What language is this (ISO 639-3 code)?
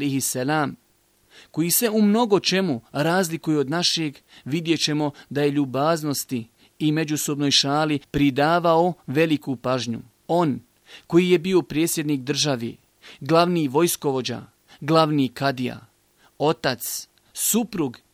bos